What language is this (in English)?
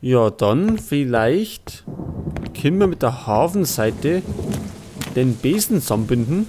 Bavarian